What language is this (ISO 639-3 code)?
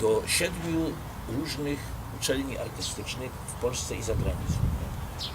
szl